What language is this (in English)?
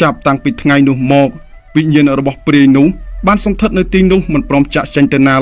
Khmer